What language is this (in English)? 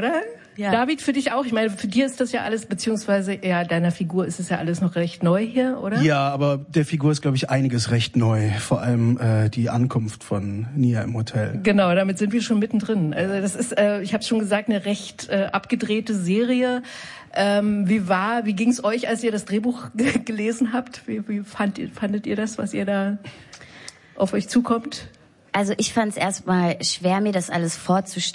German